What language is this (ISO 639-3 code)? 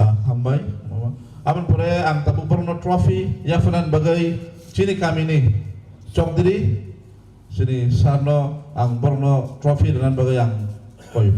trp